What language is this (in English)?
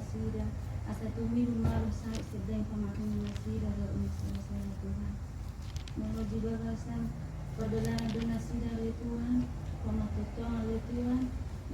Batak Toba